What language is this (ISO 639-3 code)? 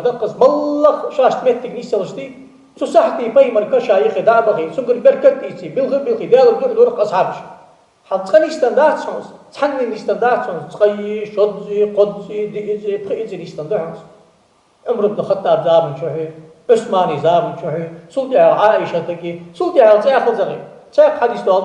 inh